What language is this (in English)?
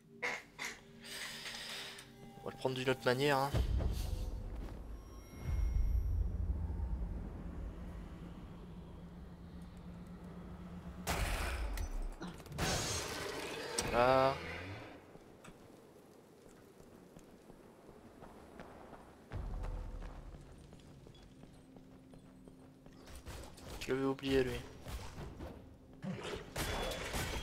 French